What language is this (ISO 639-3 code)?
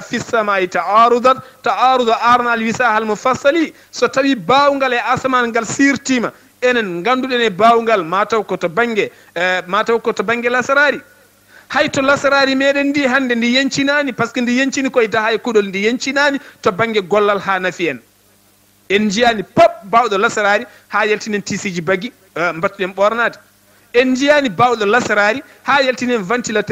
ful